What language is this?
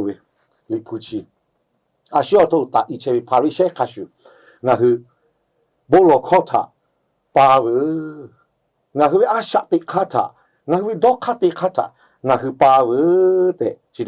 Lahu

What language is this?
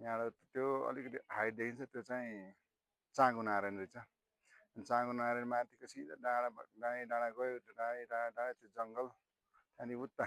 Nepali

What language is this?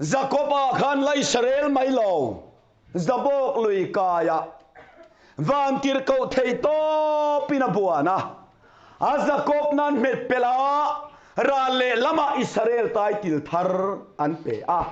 Mizo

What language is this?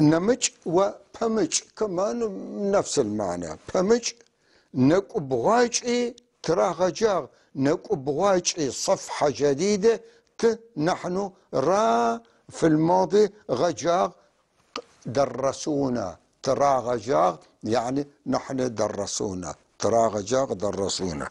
North Levantine Arabic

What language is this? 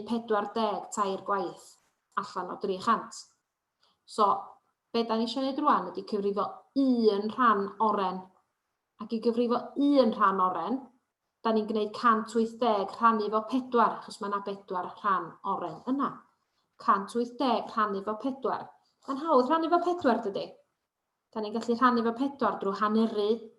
Welsh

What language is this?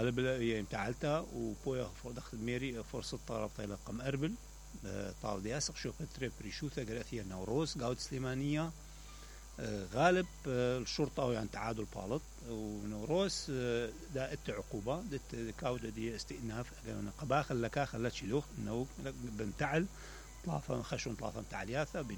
Mesopotamian Arabic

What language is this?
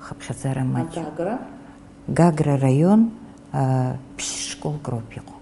Abkhazian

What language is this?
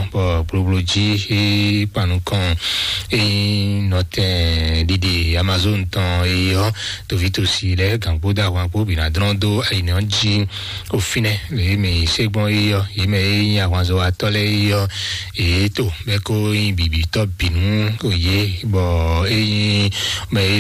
Fon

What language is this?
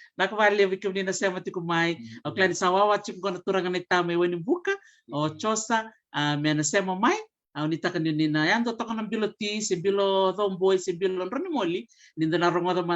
Fijian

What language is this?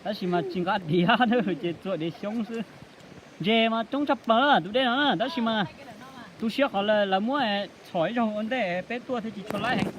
Hmong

